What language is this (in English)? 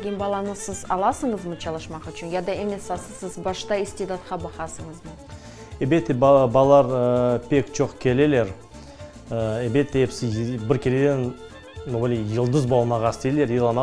Crimean Tatar